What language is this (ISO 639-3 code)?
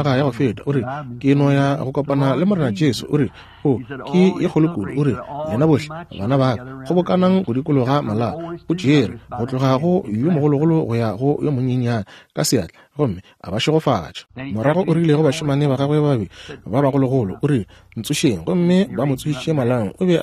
nso